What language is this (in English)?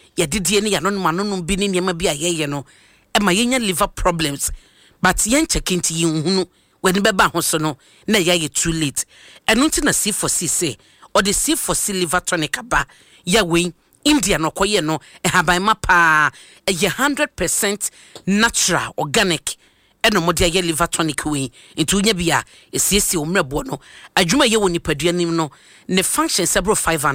Akan